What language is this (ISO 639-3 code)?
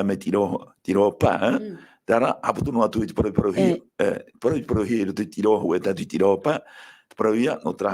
tah